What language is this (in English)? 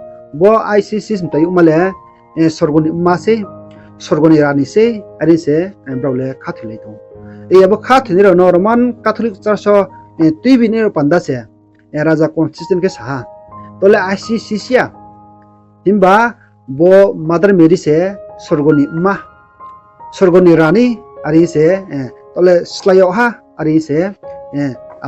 Riang (India)